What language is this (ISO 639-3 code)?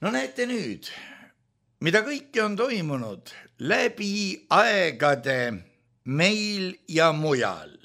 est